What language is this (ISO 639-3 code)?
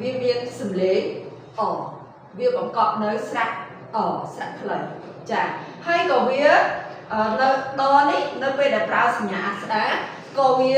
khm